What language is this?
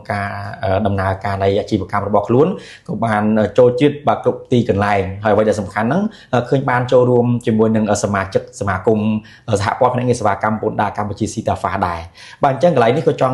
Khmer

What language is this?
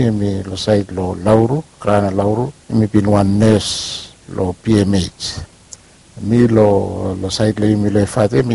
Bislama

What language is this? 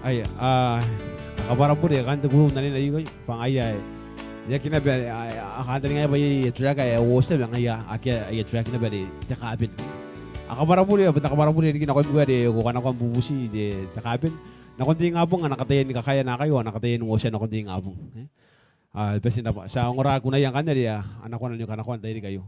Gilbertese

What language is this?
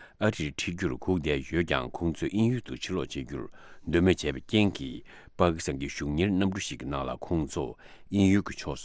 Tibetan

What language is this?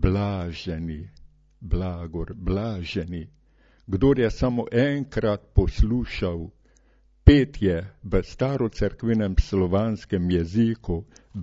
Slovenian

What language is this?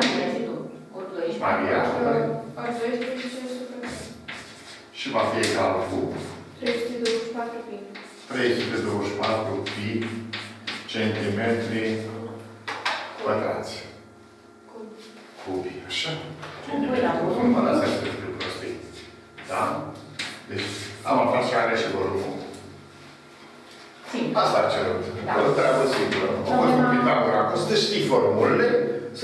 Romanian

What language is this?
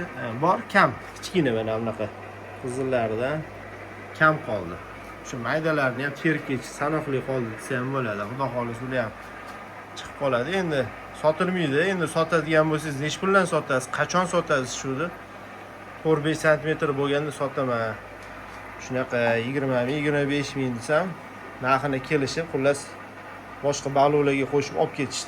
Uzbek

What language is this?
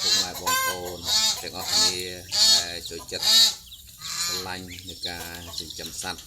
Khmer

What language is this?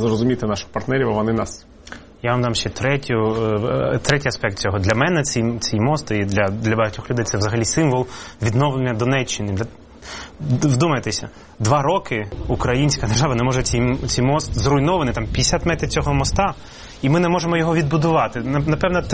Ukrainian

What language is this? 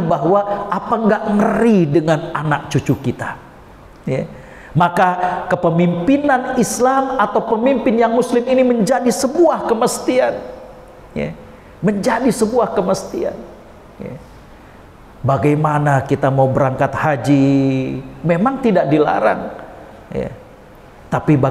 Indonesian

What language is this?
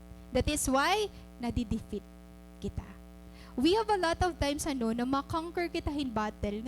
Waray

